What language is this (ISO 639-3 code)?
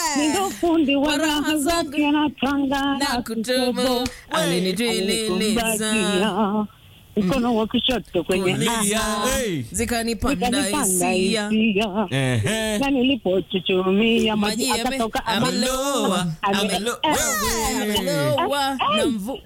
swa